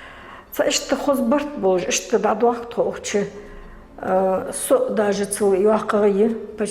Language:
Ingush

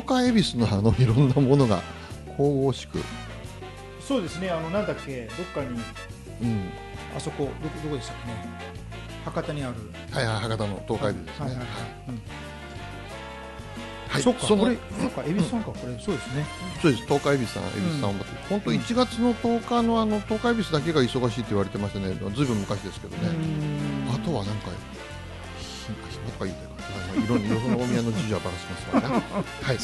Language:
Japanese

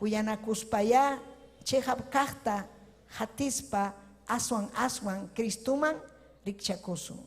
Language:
Ayacucho Quechua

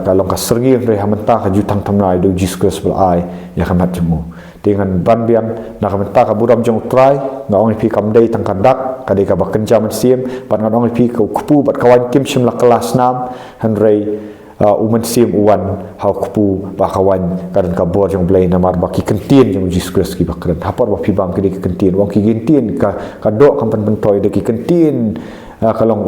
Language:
Khasi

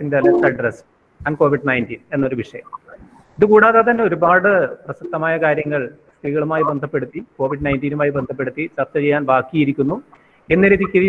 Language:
Malayalam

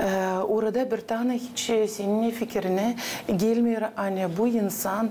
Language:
Gagauz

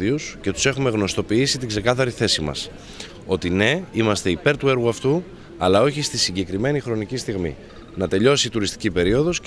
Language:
Greek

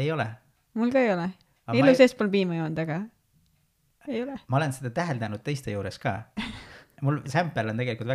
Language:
Estonian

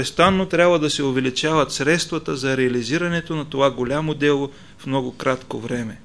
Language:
Bulgarian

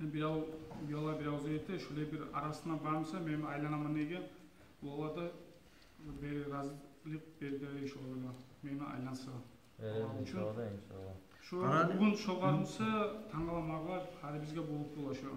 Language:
Kumyk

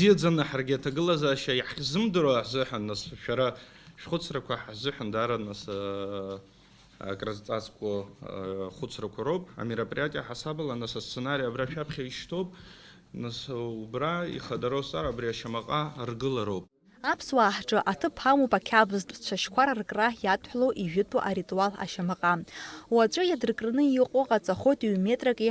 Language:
Abkhazian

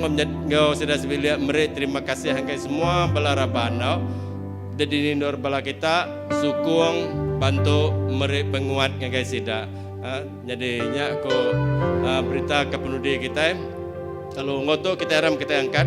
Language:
Iban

